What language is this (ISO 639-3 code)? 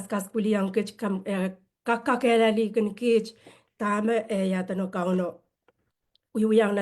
pon